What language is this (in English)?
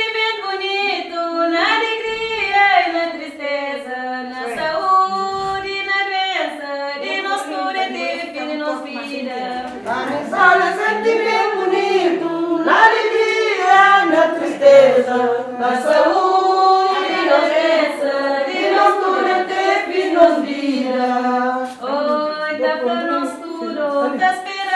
Kabuverdianu